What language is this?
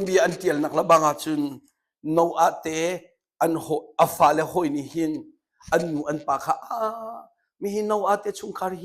Hakha Chin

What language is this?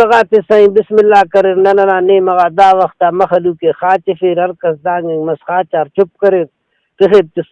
Brahui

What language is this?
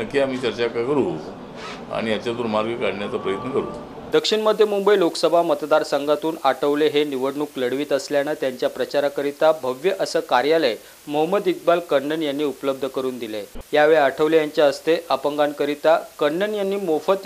Marathi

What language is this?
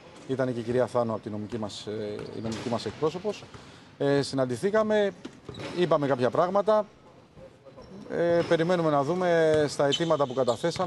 Greek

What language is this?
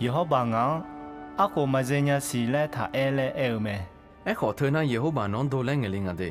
Akha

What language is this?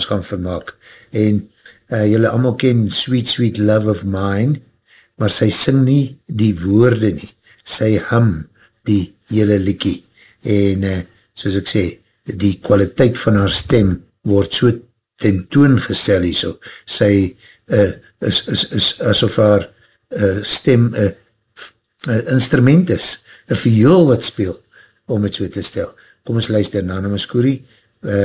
Afrikaans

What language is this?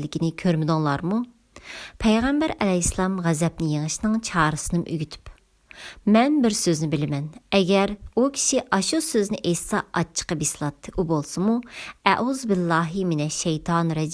Uyghur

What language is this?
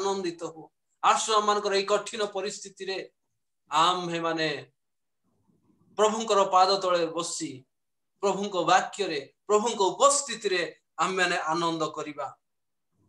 Odia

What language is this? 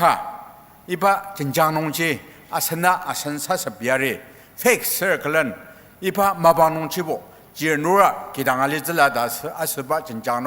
Ao Naga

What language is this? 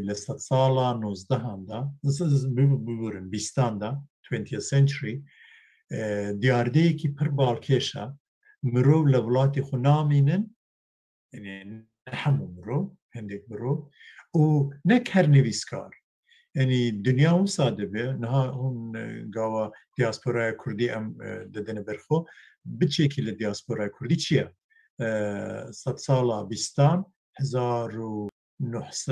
Kurdish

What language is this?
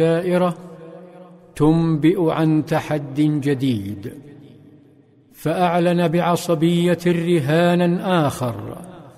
Arabic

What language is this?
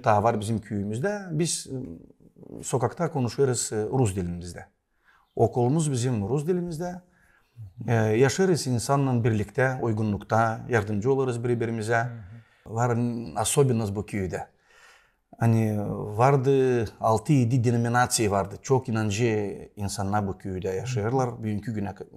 Gagauz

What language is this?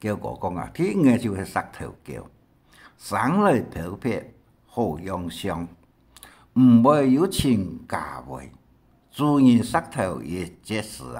Hakka Chinese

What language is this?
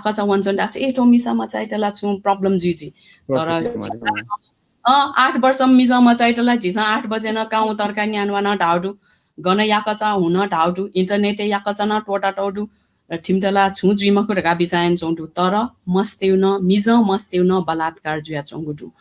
Newari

